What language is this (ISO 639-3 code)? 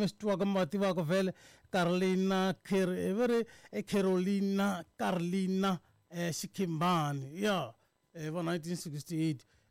tso